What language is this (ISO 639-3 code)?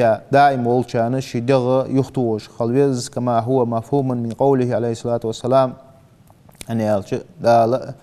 inh